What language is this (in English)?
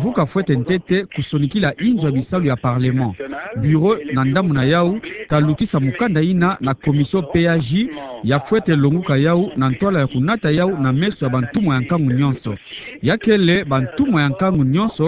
Kituba (Democratic Republic of Congo)